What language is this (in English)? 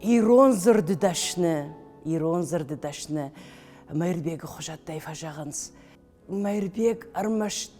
Ossetic